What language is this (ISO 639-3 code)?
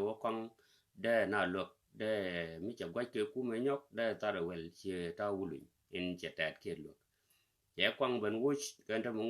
nus